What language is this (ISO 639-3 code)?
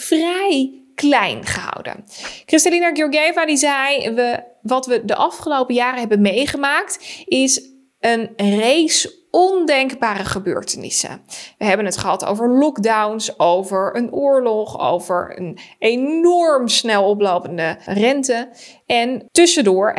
nld